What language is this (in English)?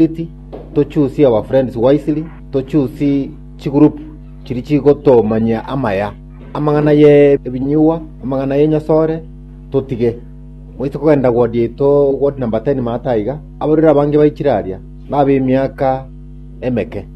Gusii